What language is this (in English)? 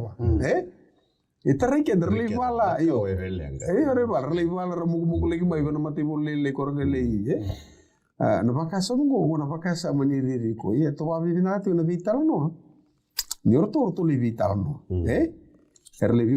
Fijian